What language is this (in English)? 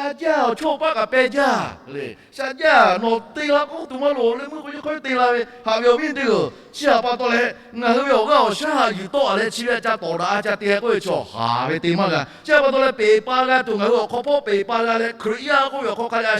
Lahu